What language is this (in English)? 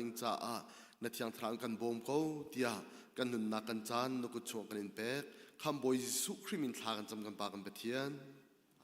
Hakha Chin